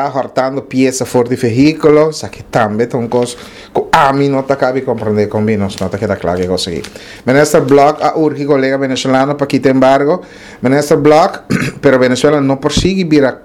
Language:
Papiamento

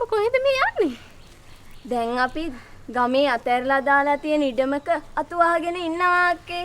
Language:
Sinhala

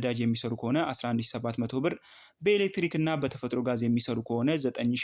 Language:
Amharic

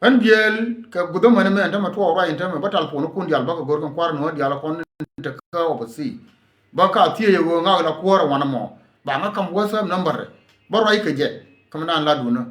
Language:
Nuer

